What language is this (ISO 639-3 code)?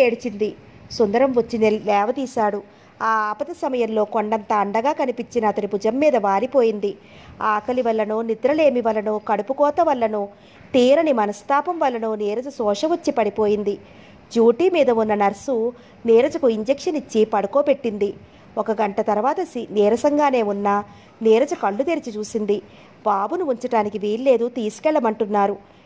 tel